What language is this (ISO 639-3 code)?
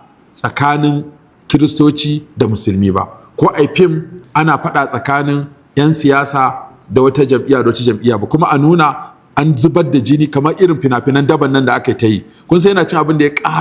hau